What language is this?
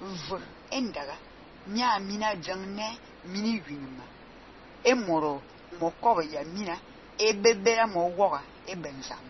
Fang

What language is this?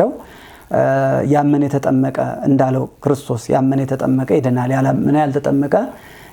Amharic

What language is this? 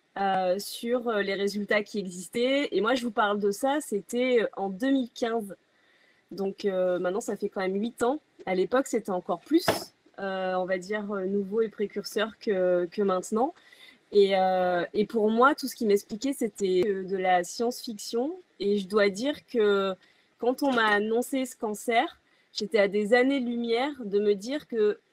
French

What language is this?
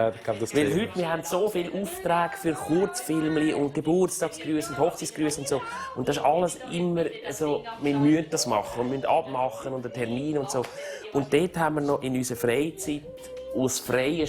Swiss German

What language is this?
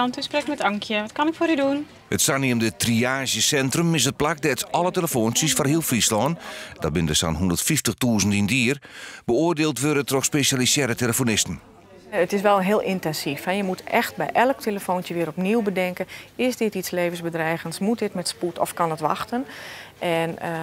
Western Frisian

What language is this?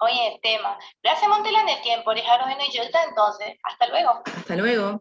Guarani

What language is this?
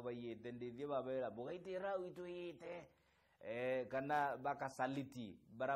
Meru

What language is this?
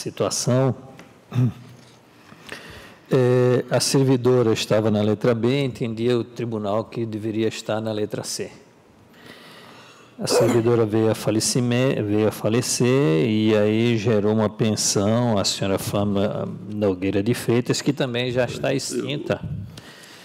Portuguese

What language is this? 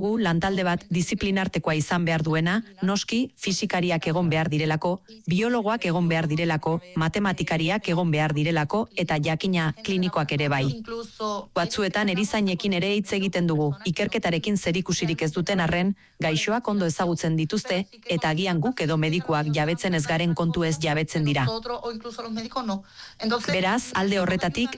Basque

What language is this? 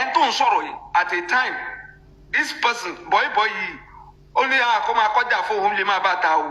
Yoruba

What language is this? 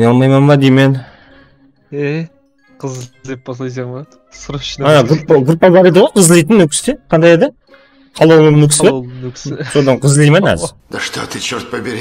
Kara-Kalpak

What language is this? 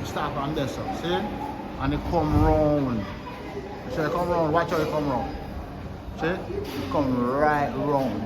Jamaican Creole English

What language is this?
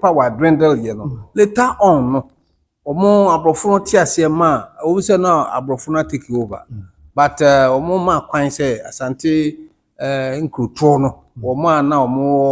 Akan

